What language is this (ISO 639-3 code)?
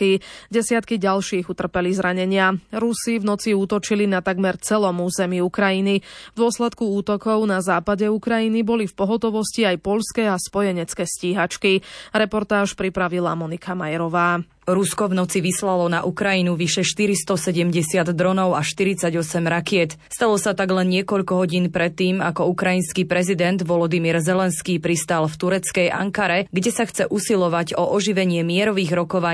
slk